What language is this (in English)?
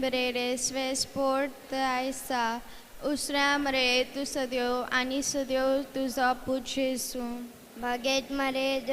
Konkani